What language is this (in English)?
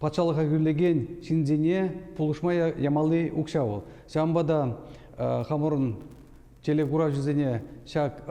Chuvash